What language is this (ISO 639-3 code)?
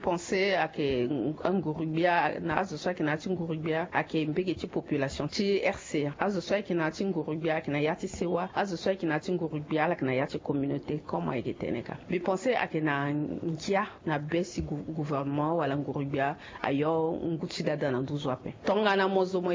sag